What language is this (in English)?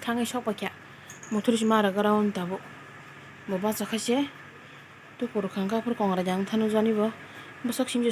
Kok Borok